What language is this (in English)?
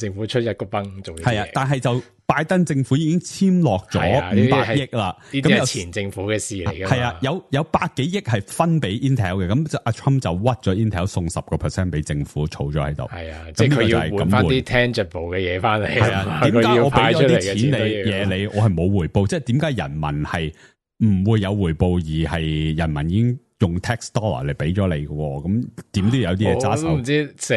Cantonese